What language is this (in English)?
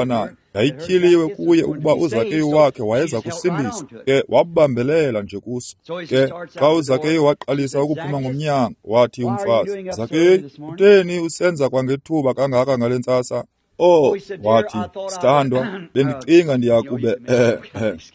Xhosa